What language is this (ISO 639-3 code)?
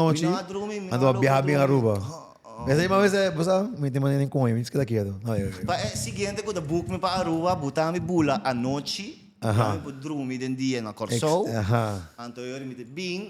pap